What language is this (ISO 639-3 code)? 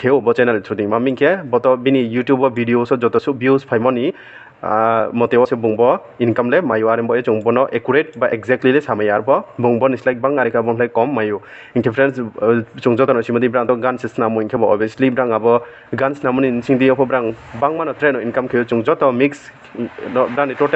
ria